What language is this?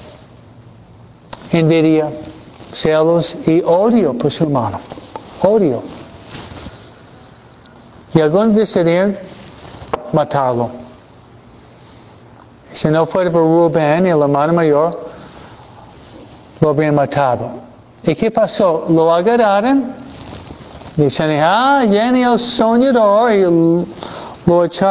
Spanish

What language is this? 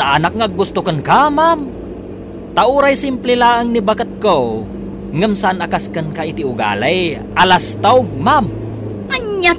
Iloko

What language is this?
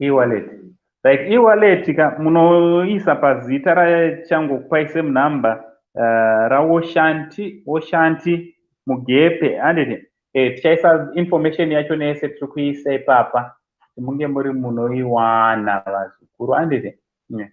Shona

